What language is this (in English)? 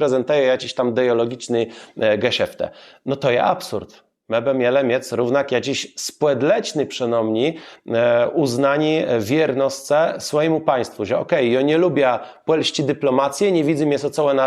Kashubian